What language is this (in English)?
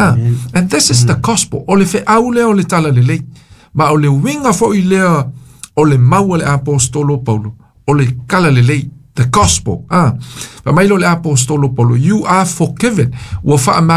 Samoan